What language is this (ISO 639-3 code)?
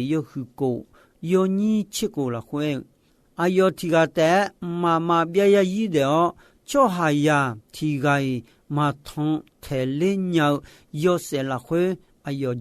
ahk